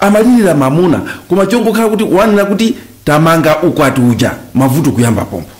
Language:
Nyanja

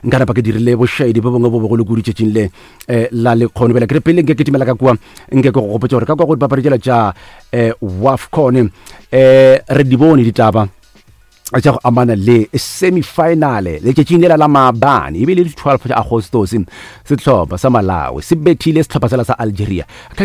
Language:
Northern Sotho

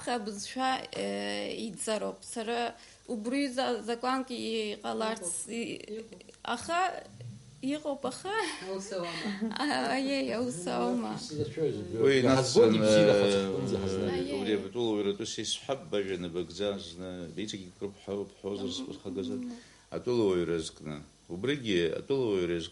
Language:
Abkhazian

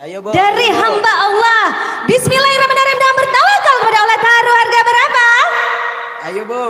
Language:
Banjar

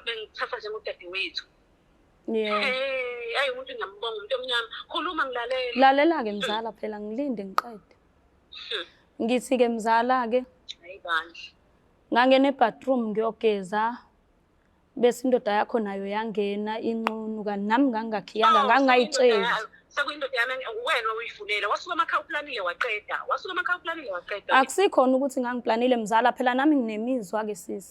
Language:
Zulu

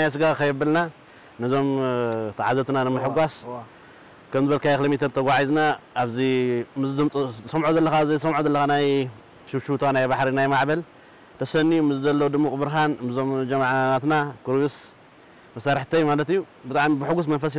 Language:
Tigrinya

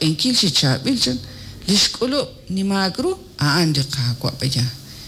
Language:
Kekchí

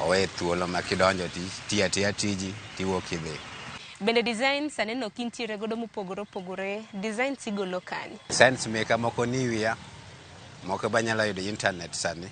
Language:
Luo (Kenya and Tanzania)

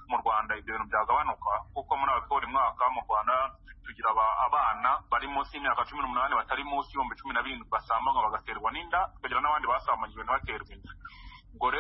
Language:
Kinyarwanda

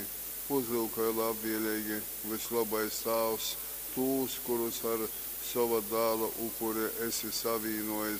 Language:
Latgalian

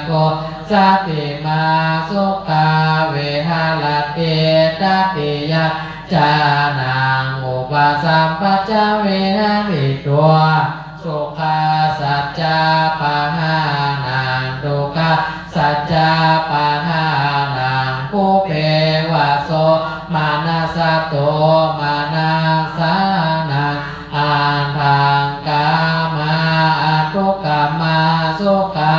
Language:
Pali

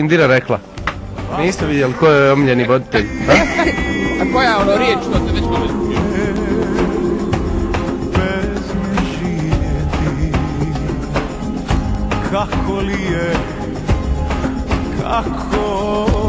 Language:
Bosnian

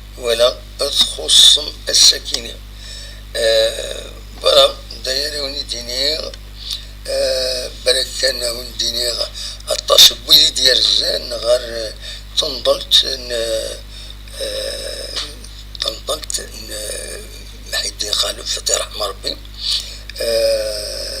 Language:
Kabyle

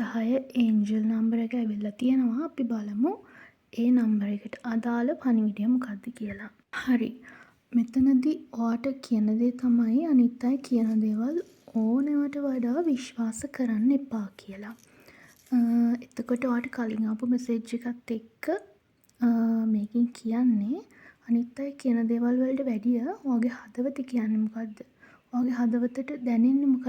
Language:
Sinhala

